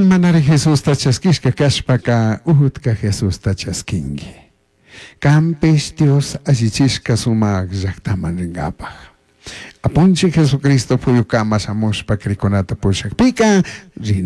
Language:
Chimborazo Highland Quichua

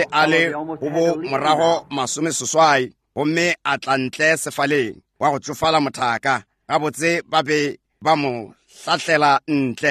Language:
Northern Sotho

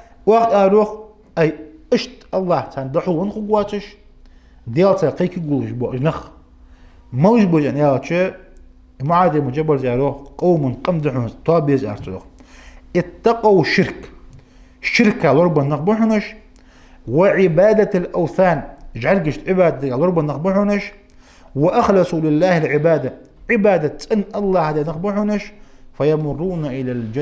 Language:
Ingush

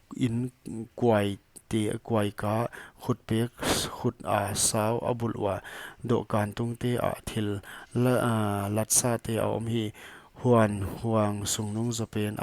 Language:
Paite Chin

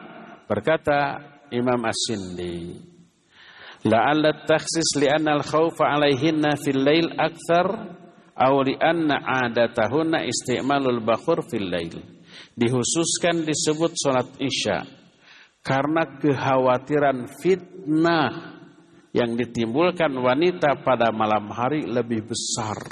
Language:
Indonesian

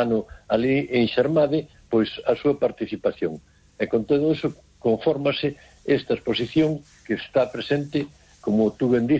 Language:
Galician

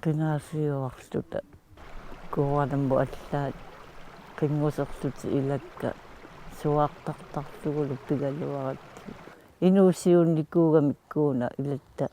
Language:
Kalaallisut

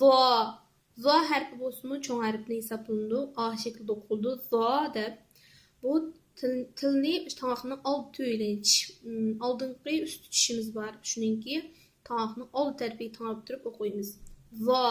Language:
Uyghur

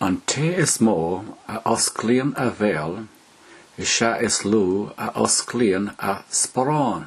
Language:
Irish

